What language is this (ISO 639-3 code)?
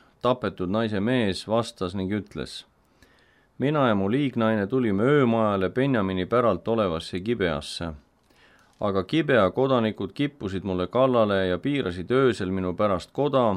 est